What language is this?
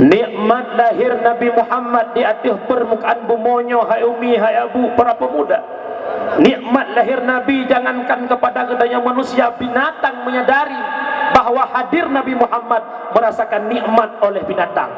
Achinese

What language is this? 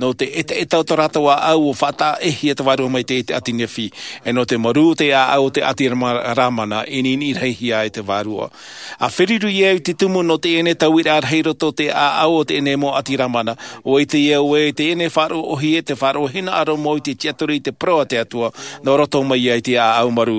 Tahitian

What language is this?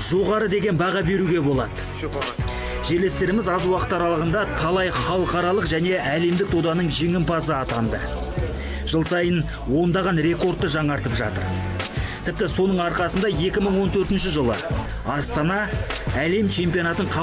Kazakh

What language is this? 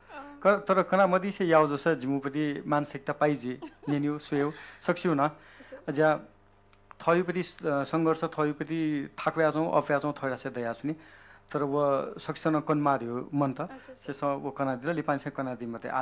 Newari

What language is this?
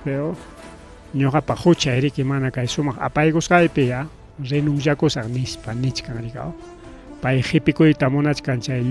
Ayacucho Quechua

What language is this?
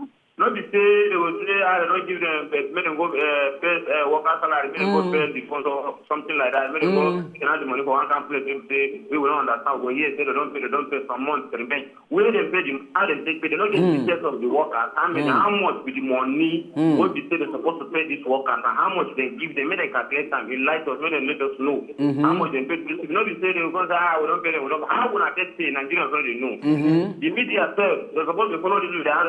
Nigerian Pidgin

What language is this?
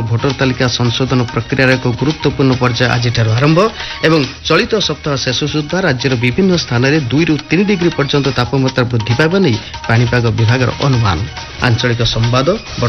Odia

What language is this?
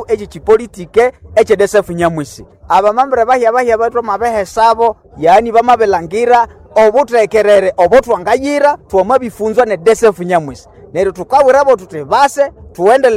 Nande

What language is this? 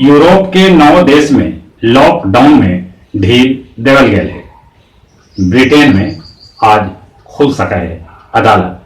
Magahi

